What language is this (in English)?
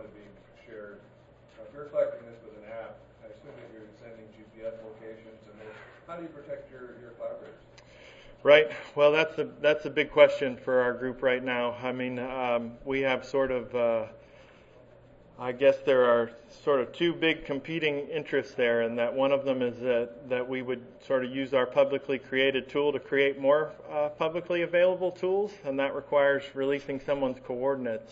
English